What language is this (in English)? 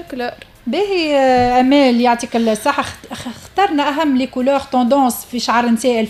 Tunisian Arabic